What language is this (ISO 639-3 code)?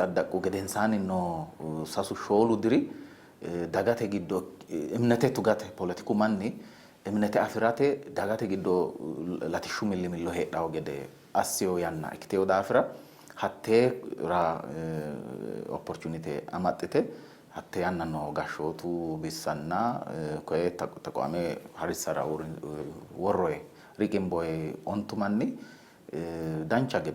sid